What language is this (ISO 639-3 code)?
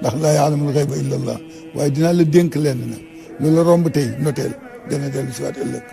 wol